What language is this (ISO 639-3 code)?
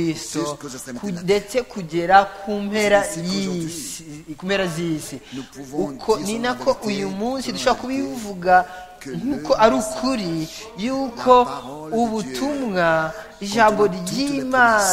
kin